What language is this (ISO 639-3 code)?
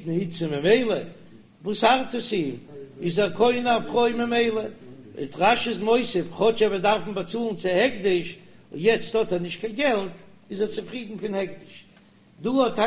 yid